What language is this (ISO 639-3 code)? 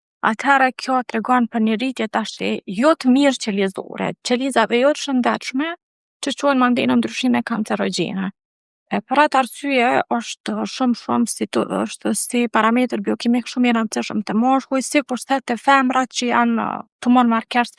sqi